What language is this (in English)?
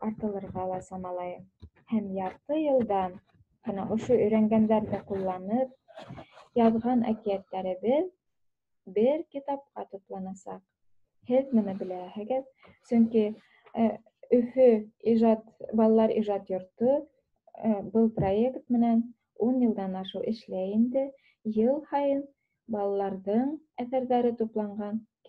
Bashkir